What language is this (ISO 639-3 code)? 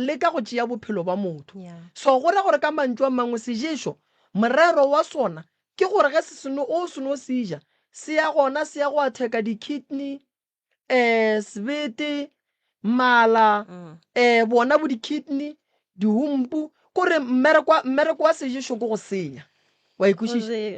nso